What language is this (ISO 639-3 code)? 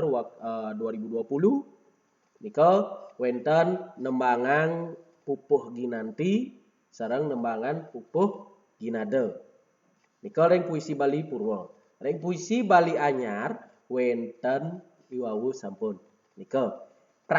ban